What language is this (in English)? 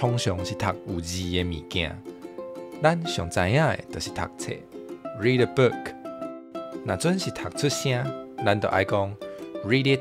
Min Nan Chinese